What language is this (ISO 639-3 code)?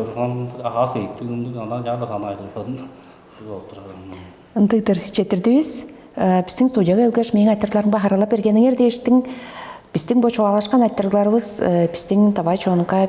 tyv